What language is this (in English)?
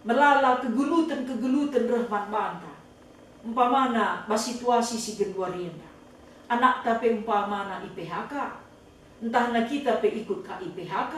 Batak Karo